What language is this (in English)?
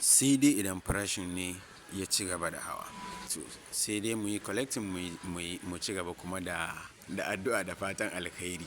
Hausa